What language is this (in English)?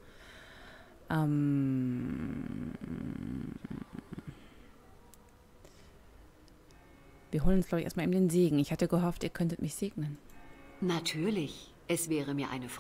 German